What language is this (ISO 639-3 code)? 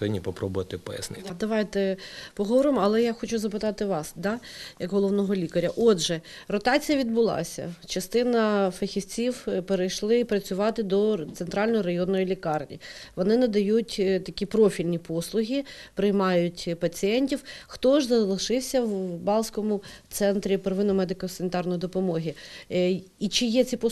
ukr